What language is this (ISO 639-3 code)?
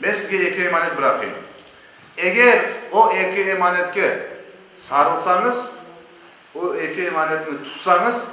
crh